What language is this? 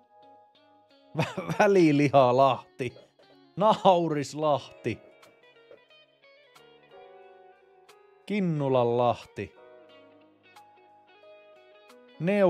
Finnish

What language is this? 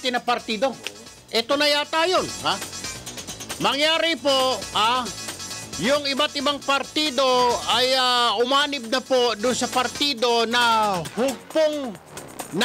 Filipino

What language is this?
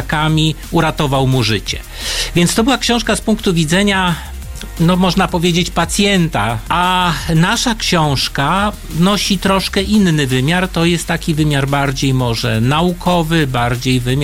Polish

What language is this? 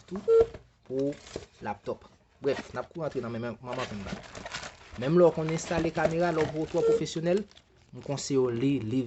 Haitian Creole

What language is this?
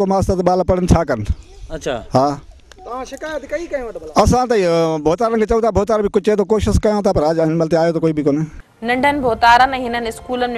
Sindhi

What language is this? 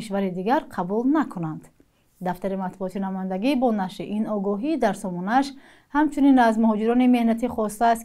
Tajik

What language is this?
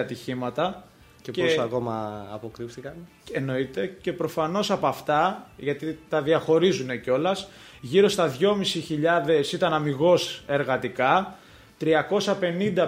Greek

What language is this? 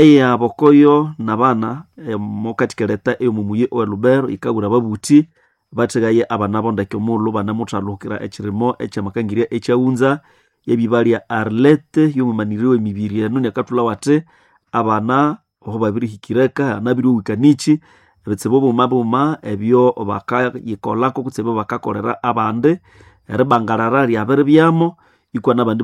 Nande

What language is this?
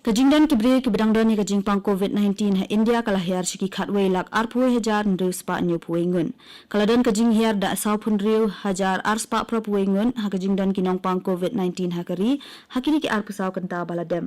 Khasi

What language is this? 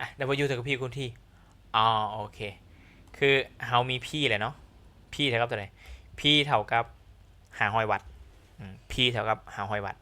Lao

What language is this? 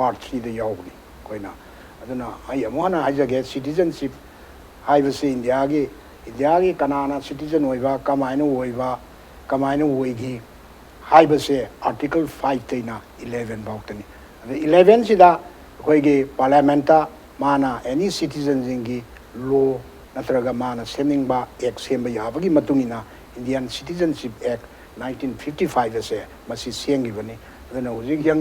Manipuri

